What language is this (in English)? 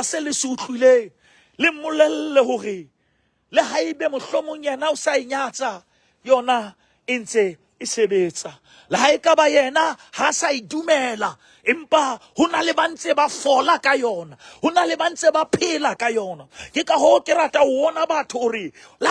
Southern Sotho